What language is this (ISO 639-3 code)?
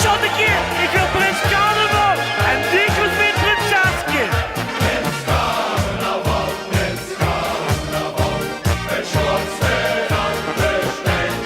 lim